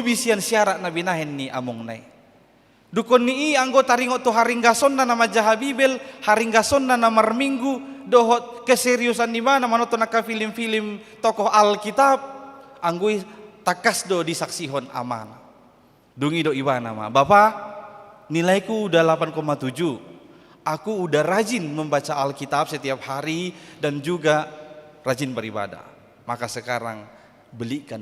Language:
Batak Toba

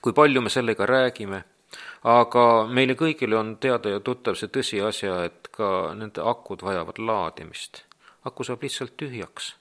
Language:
Estonian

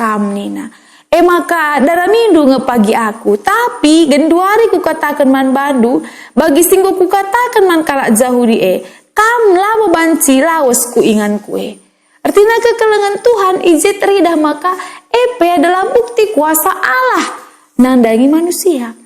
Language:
Batak Karo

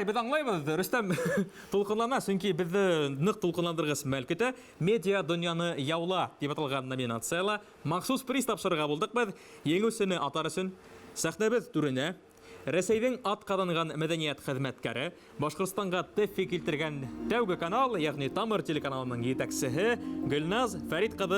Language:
Bashkir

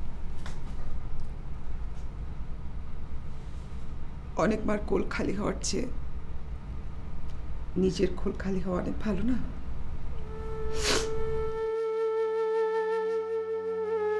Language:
Bangla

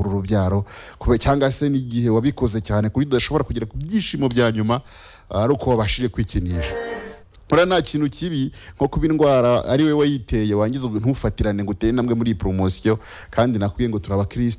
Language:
Kinyarwanda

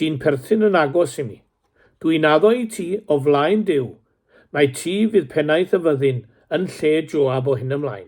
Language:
Welsh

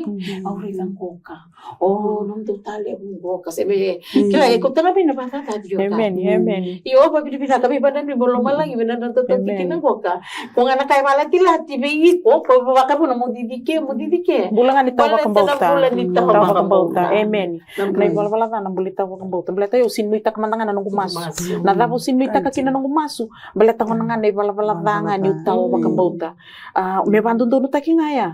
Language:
Fijian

